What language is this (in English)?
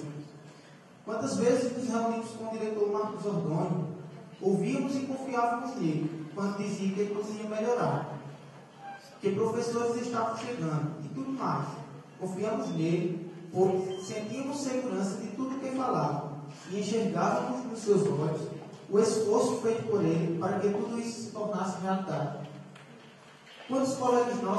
Portuguese